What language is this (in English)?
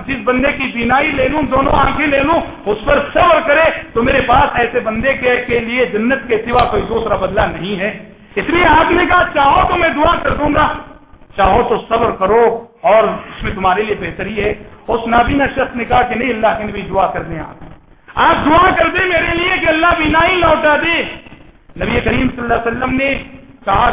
Urdu